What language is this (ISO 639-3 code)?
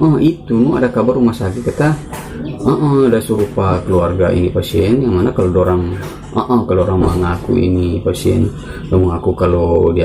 xmm